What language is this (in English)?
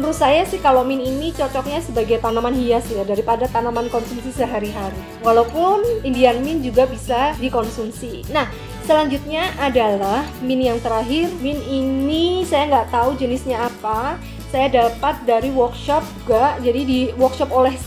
Indonesian